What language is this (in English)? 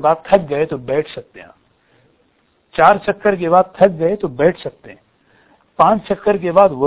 Urdu